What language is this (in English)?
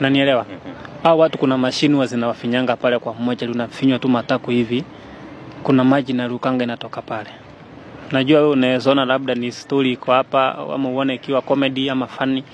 Swahili